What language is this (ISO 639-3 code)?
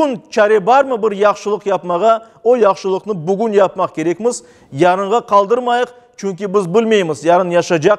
crh